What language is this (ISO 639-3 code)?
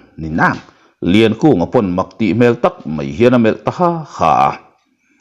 lus